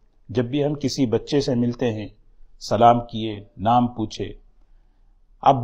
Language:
Urdu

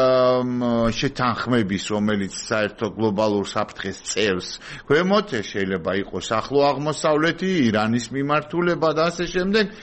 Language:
Georgian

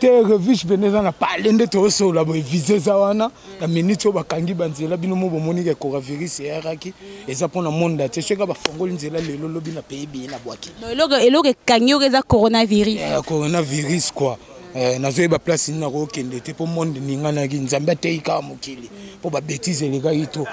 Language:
Lingala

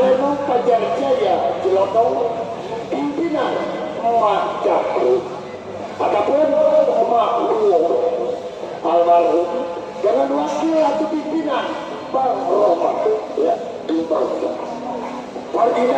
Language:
Betawi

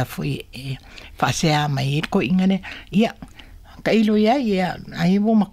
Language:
Samoan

